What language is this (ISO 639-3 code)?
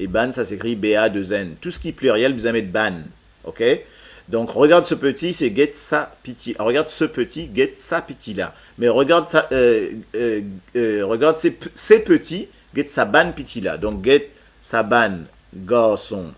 mfe